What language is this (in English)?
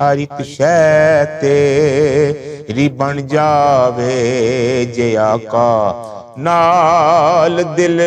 Western Panjabi